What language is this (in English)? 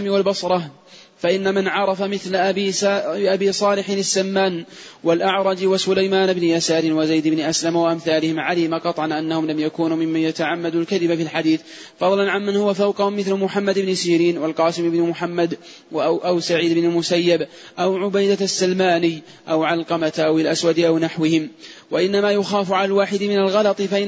Arabic